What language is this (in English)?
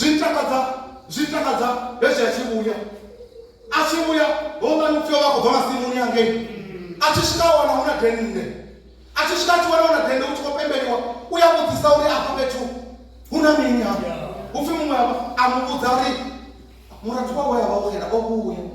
Venda